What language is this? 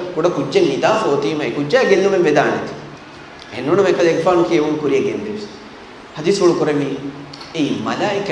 Divehi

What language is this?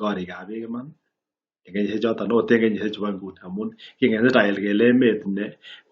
Kalenjin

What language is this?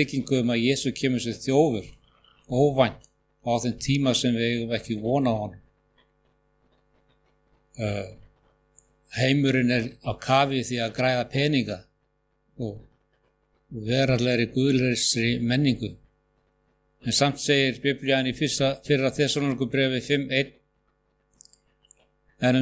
Icelandic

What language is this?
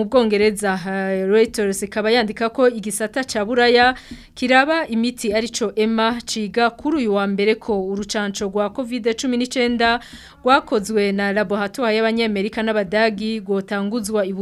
Rundi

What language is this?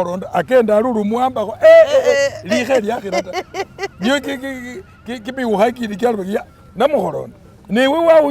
Masaaba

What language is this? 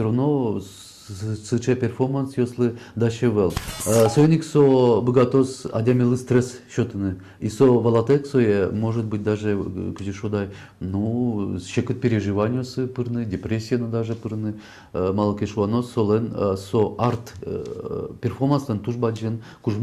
Udmurt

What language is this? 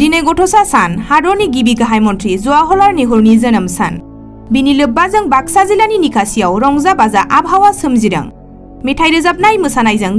Bodo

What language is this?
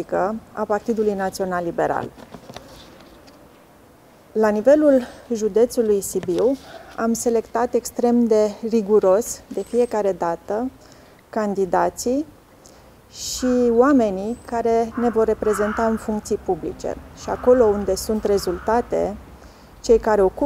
Romanian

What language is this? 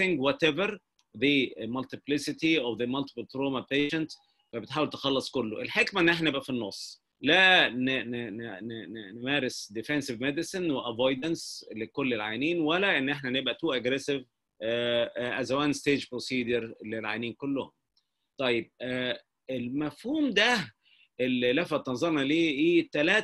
Egyptian Arabic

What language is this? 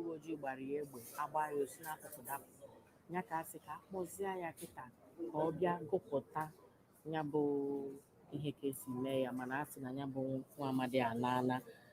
Igbo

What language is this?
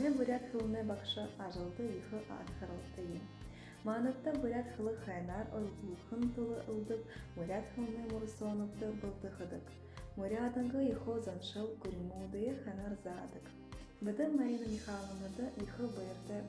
Buriat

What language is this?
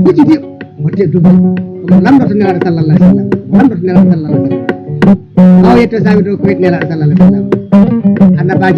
Fula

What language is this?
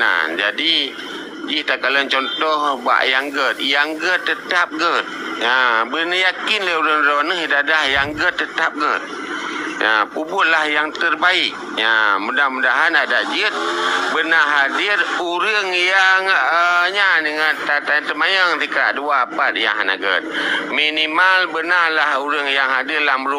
Achinese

